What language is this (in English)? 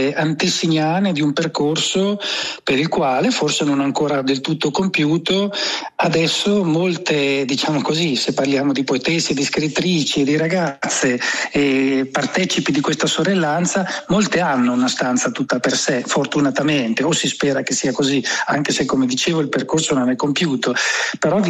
Italian